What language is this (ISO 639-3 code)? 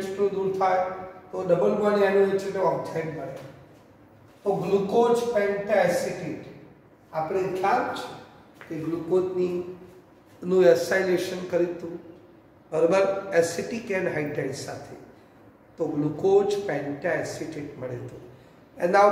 guj